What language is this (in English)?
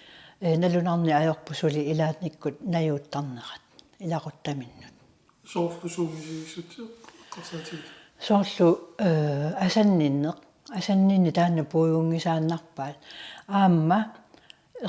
Kalaallisut